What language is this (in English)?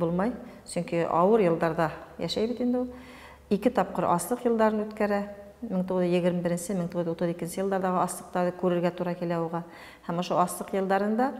Bashkir